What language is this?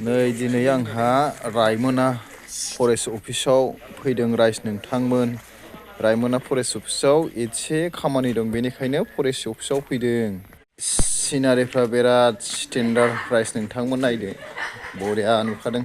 Bodo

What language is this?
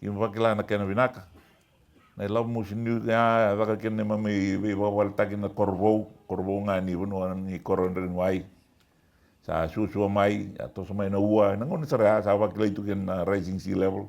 Fijian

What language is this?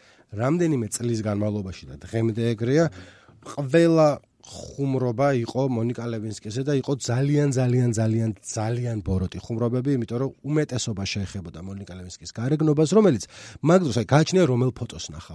Georgian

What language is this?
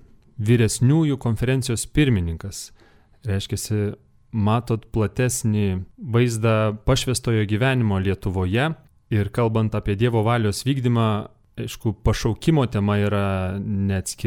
Lithuanian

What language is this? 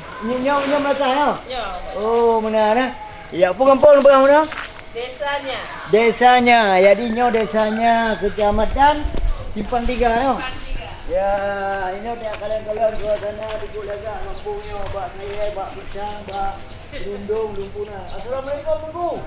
Achinese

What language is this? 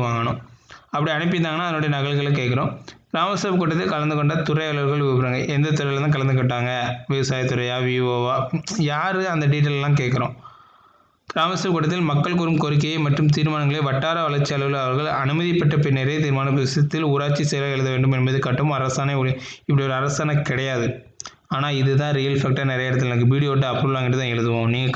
Tamil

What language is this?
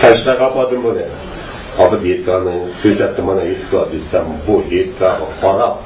Uyghur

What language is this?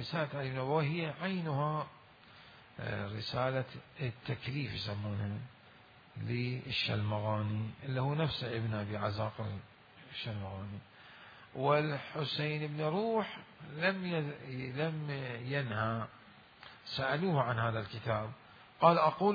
Mesopotamian Arabic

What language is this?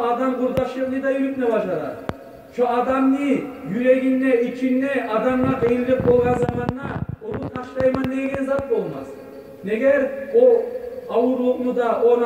Kumyk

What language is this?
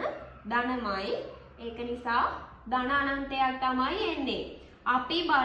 Sinhala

